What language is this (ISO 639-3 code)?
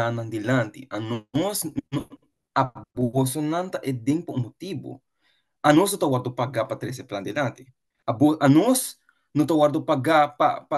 pap